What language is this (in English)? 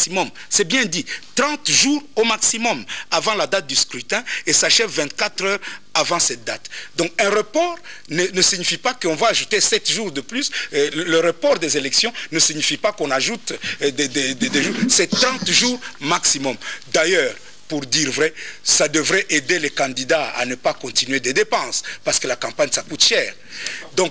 French